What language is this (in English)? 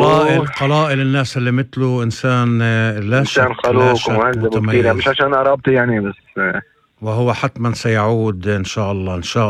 North Levantine Arabic